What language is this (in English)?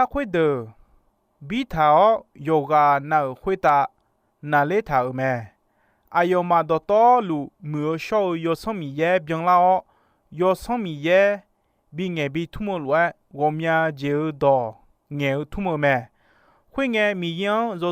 Akha